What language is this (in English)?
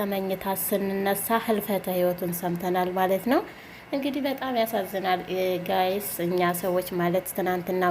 Amharic